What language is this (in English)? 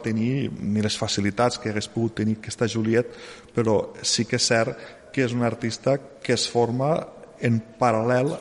Catalan